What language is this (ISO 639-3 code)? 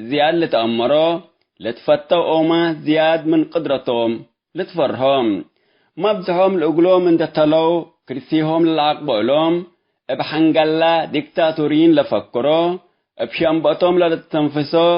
tig